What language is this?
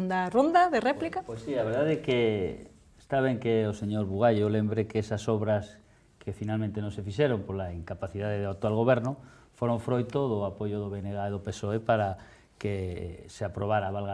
Galician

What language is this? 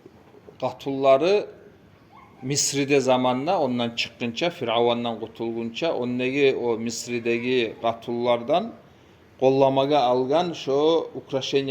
Kumyk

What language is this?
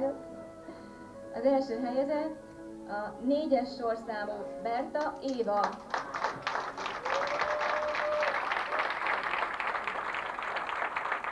Hungarian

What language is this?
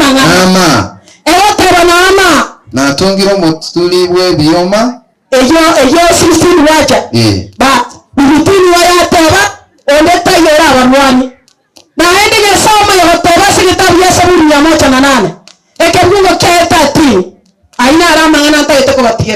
Gusii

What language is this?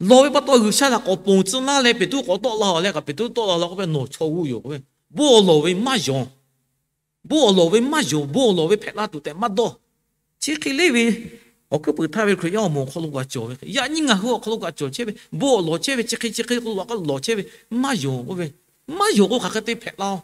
Lahu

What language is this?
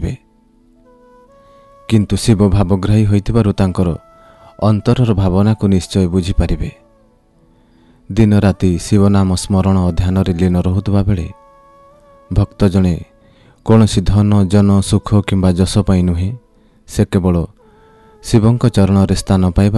Odia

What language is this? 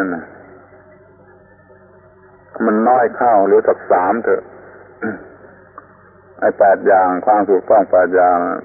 Thai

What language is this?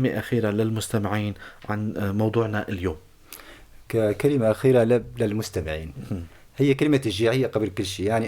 North Levantine Arabic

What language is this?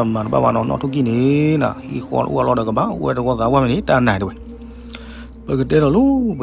S'gaw Karen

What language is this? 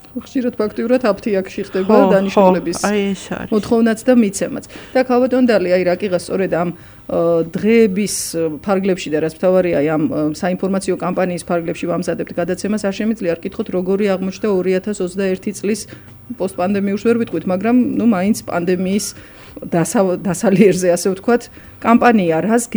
Georgian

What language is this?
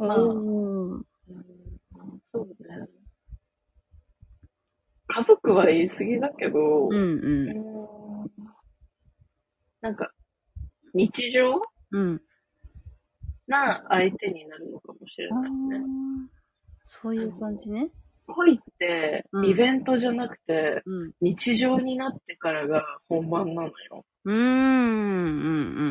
Japanese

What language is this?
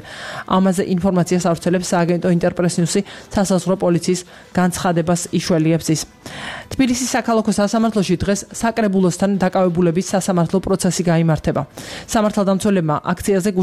Georgian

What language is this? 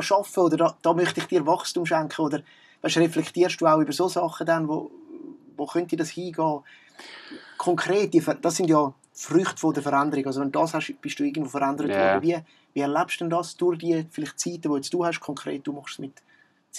Swiss German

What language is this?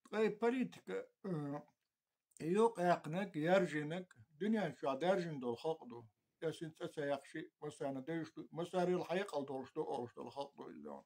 Chechen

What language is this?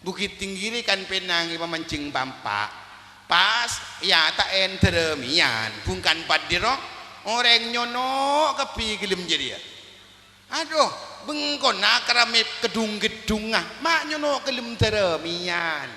Madurese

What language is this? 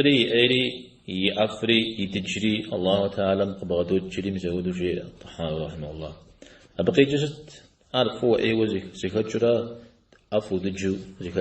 Kabardian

